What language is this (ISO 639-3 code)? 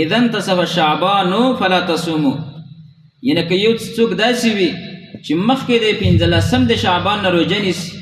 pus